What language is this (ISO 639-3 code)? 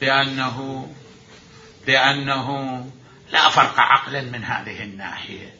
acm